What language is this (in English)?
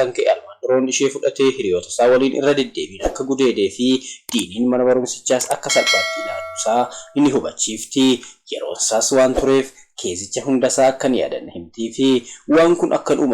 Oromo